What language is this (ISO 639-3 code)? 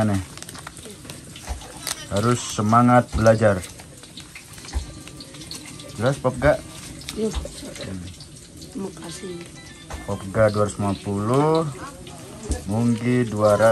ind